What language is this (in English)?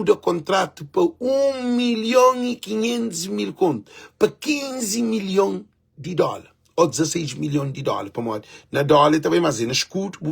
Kabuverdianu